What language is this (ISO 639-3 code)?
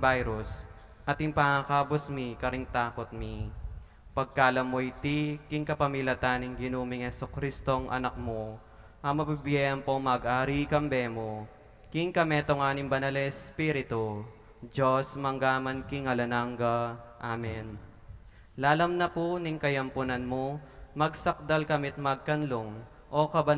pam